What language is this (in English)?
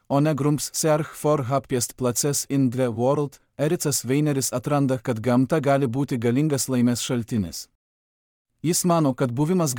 Lithuanian